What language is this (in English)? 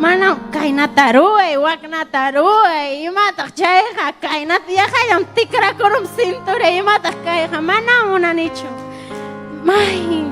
Ayacucho Quechua